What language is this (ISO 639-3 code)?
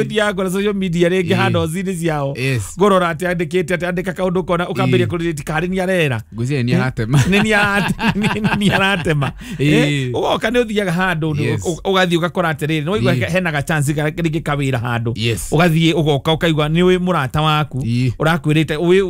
kik